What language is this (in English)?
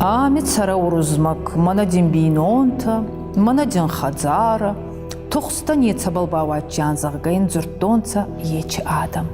Ossetic